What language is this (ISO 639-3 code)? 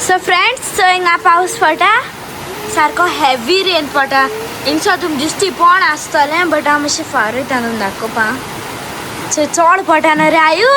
kok